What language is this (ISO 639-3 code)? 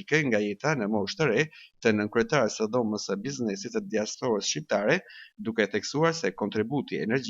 sqi